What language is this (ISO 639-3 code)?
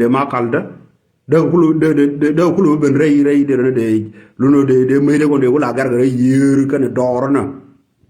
nus